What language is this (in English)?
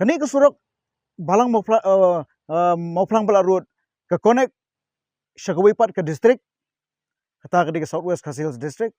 Khasi